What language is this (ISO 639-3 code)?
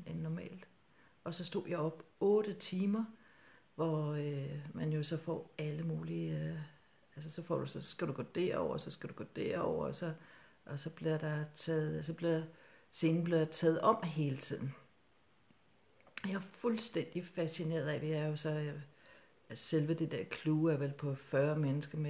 dan